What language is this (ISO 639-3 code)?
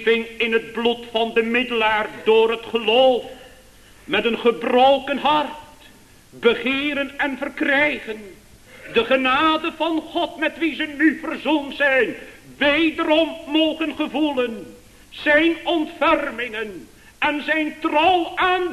nld